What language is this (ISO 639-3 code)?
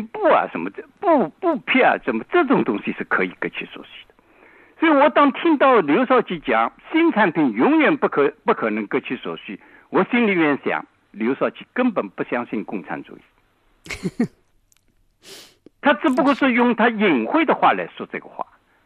zho